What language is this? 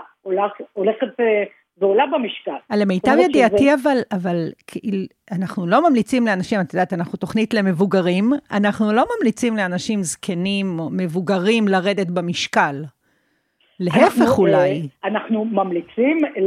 Hebrew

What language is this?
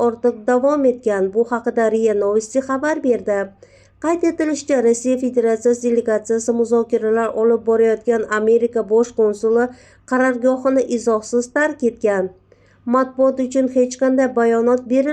Uzbek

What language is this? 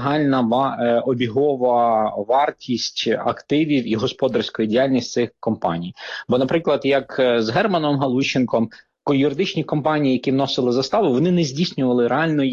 Ukrainian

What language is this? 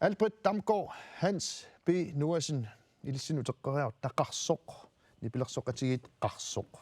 Kalaallisut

